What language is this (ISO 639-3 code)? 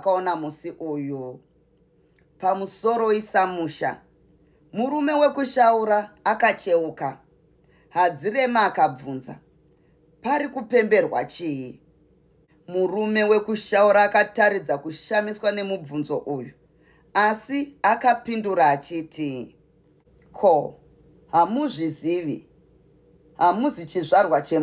sna